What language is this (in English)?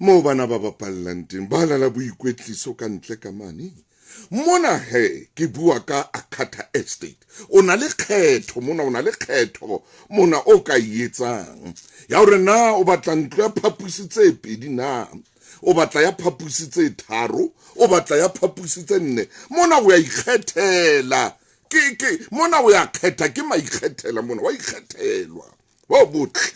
Southern Sotho